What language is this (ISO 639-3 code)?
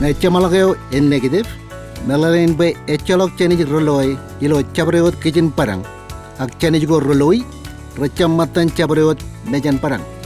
mah